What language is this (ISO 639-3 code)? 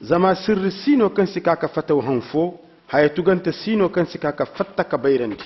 ses